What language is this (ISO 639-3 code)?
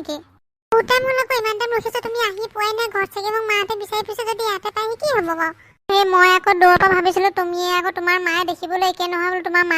asm